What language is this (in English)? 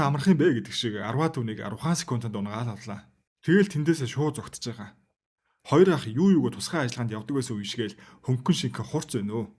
Mongolian